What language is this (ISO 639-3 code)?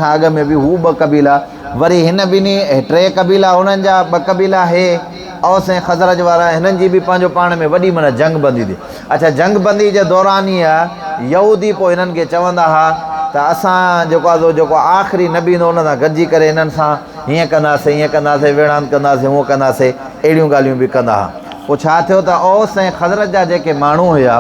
snd